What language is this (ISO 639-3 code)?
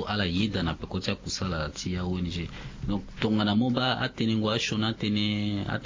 sag